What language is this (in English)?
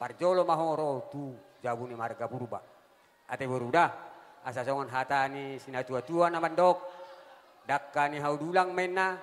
Batak Toba